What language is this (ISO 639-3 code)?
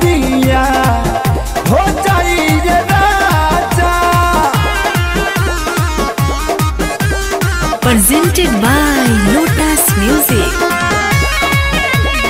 bho